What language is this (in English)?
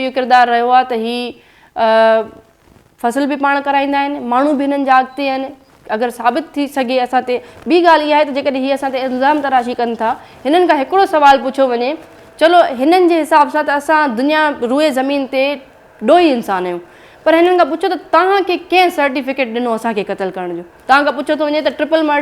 Sindhi